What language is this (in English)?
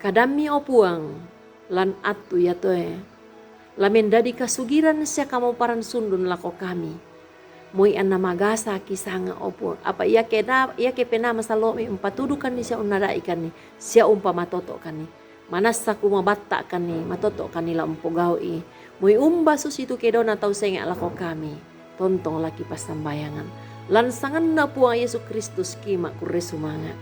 Toraja-Sa'dan